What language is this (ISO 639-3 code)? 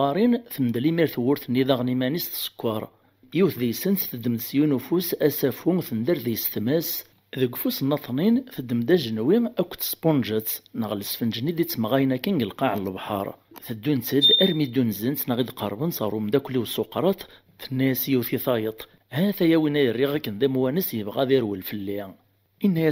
kab